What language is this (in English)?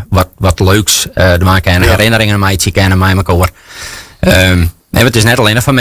Western Frisian